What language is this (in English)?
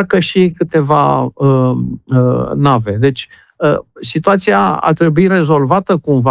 Romanian